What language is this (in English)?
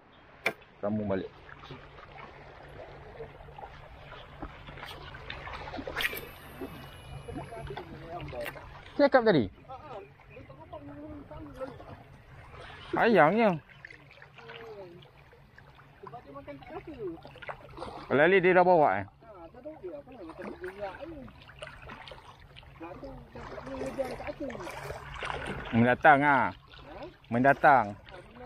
Malay